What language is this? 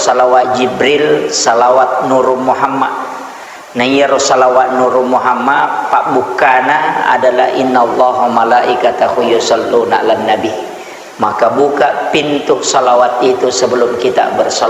Buginese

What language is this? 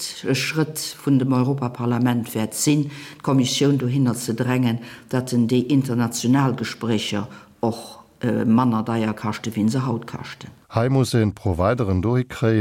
Luxembourgish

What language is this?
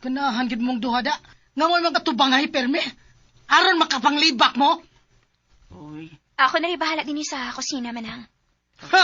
Cebuano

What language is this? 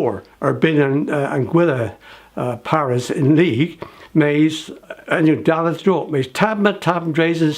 Cornish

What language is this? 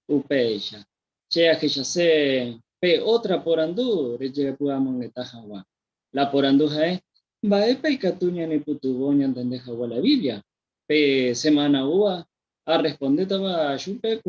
Guarani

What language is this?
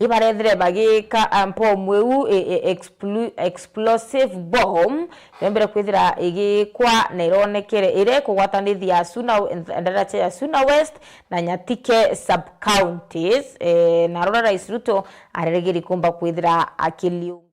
Meru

